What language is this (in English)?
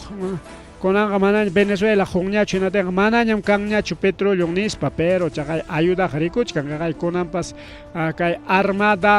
Ayacucho Quechua